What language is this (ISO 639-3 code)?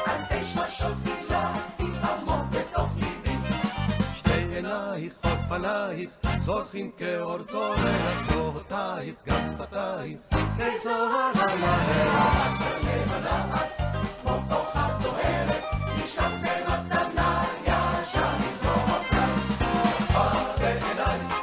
heb